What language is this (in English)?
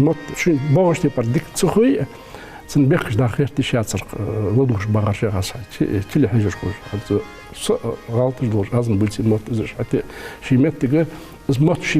Ingush